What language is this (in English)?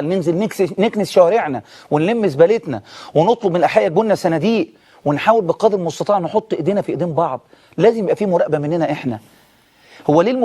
Egyptian Arabic